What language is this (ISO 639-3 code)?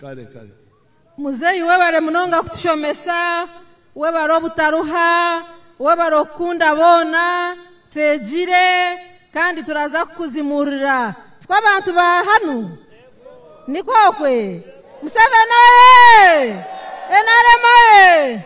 nyn